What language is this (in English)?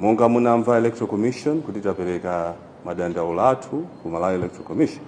Nyanja